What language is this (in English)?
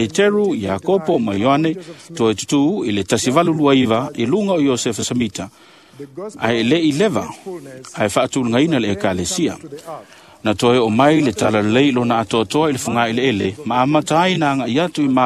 Samoan